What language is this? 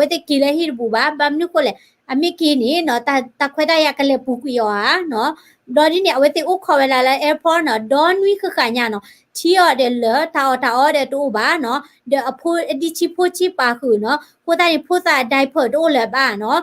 S'gaw Karen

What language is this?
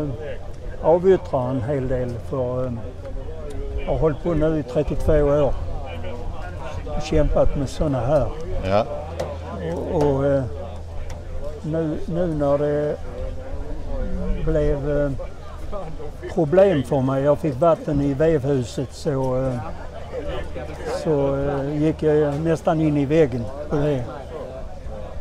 Swedish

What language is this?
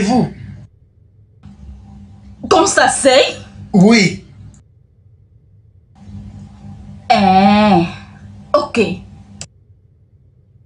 French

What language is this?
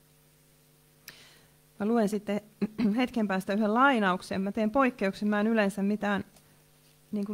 Finnish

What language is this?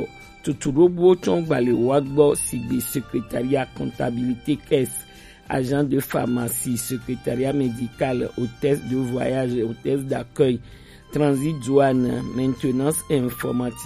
Gen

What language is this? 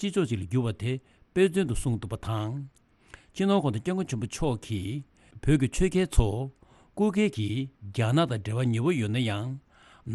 Tibetan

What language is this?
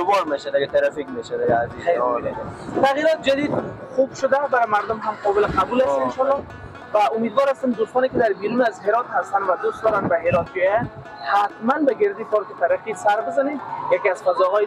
Persian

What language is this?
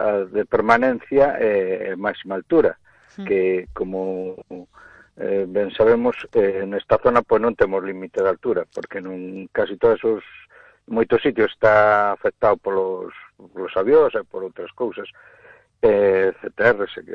Galician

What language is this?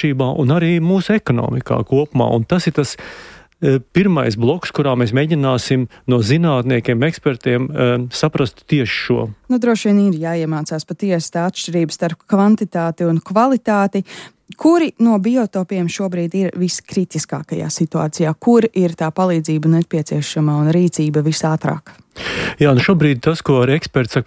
Latvian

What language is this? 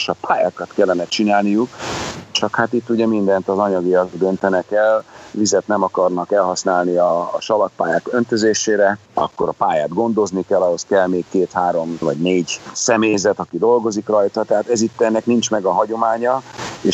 Hungarian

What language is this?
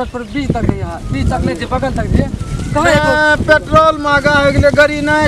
Maithili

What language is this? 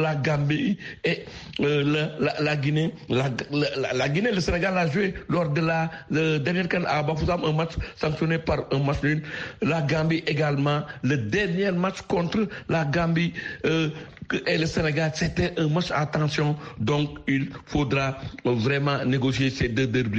French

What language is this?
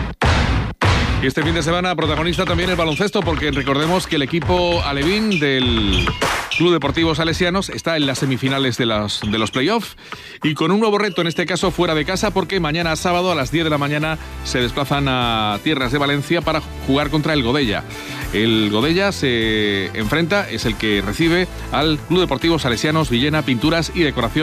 Spanish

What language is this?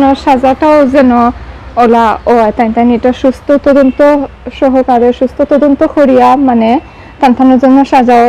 Sylheti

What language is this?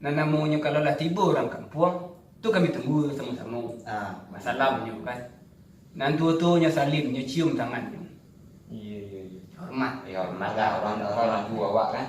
Minangkabau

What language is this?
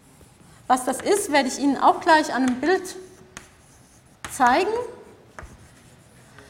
German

